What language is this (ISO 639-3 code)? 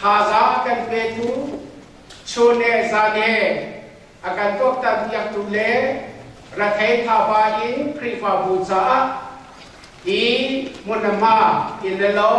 cnh